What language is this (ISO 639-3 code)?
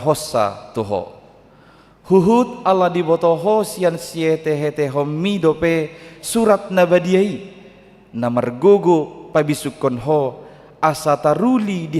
bbc